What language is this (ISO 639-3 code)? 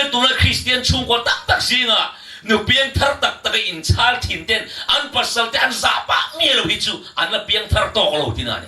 lus